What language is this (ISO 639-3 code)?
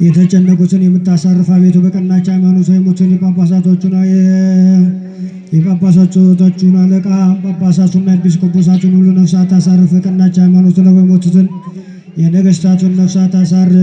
amh